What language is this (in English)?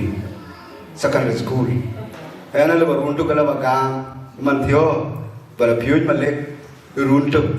Dinka